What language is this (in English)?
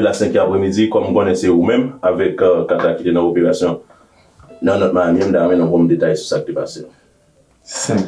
Haitian Creole